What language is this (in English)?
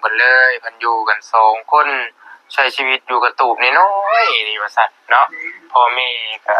Lao